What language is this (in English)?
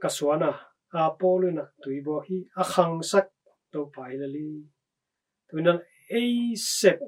Tedim Chin